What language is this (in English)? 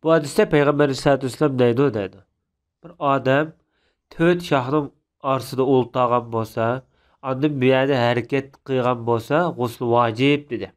Uyghur